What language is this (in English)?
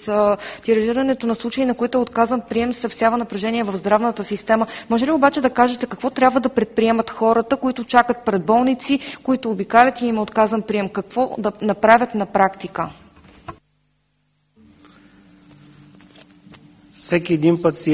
Bulgarian